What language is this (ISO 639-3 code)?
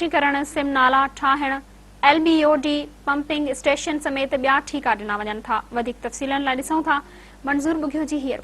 snd